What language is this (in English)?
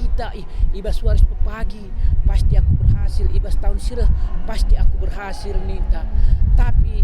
Batak Karo